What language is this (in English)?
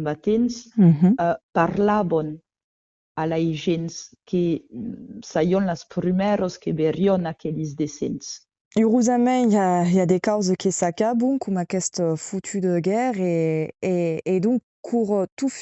Occitan